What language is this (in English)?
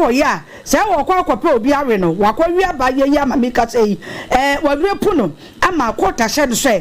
Akan